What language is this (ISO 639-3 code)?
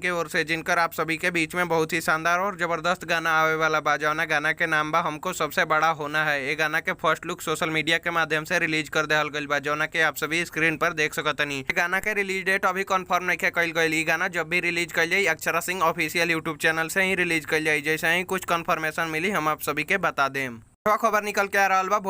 bho